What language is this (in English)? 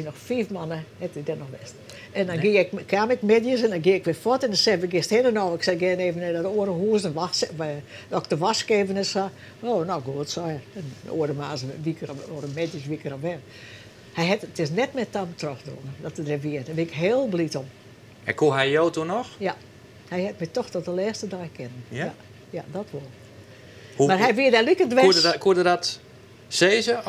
Western Frisian